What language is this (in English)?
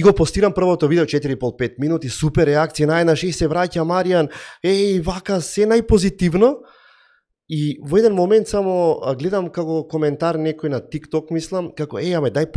Macedonian